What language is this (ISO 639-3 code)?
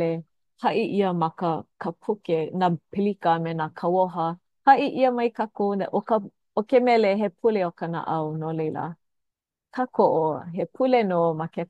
haw